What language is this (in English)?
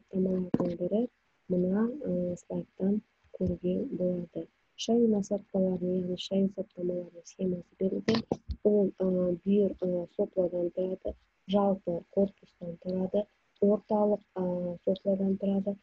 Kazakh